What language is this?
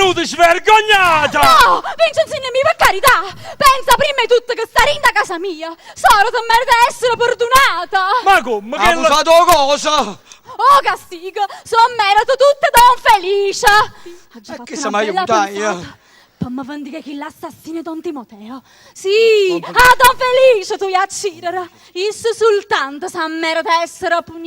Neapolitan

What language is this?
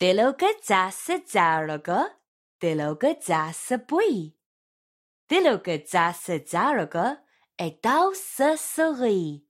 Slovenian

